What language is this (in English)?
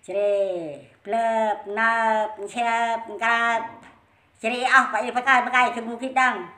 Central Mnong